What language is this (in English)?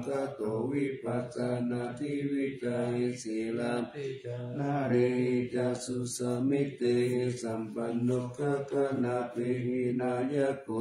Pali